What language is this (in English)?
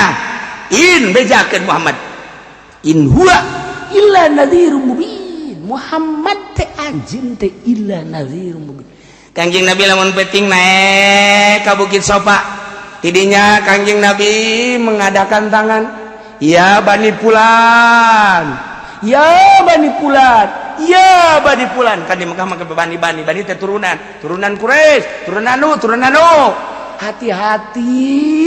Sundanese